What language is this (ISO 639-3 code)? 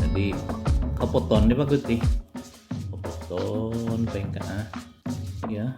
dtp